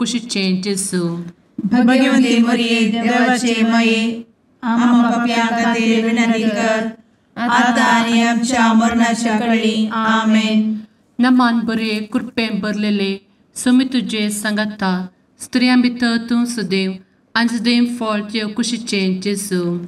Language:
Konkani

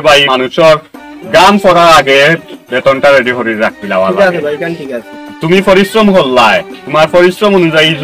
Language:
Sylheti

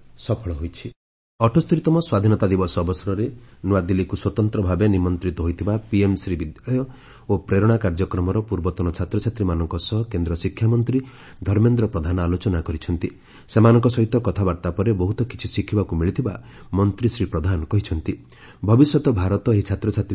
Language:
Odia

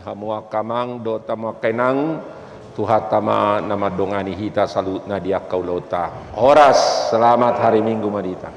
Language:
Batak Toba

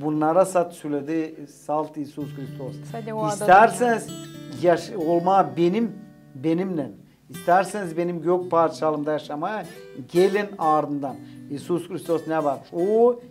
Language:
Gagauz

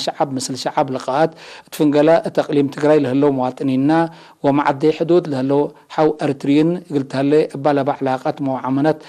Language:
Tigre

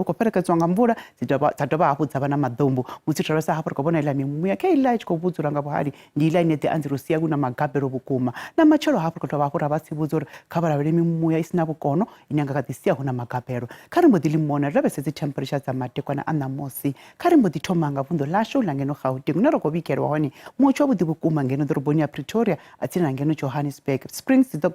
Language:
Venda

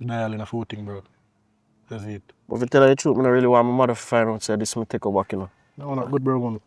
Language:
Jamaican Creole English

